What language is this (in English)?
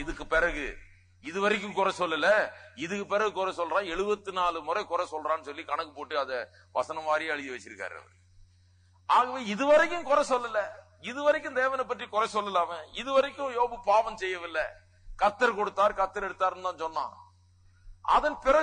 Tamil